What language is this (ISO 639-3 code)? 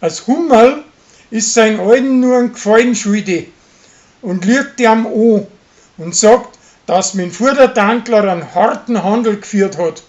bar